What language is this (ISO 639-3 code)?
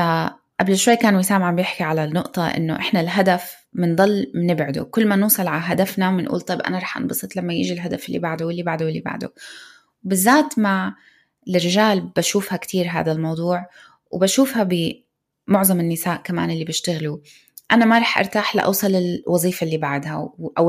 apc